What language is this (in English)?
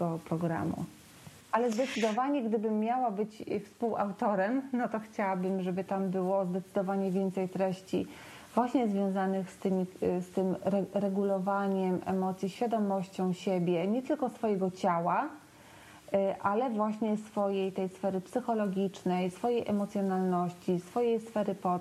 Polish